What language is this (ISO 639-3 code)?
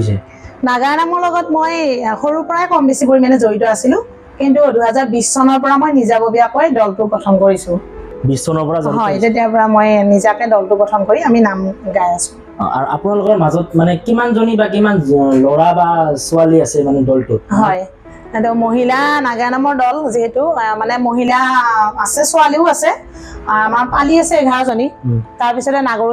asm